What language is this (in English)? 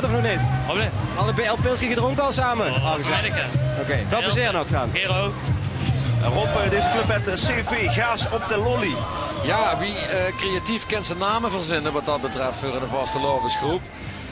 Limburgish